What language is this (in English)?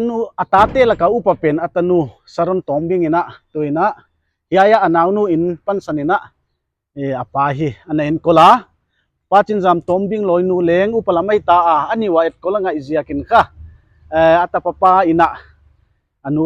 Paite Chin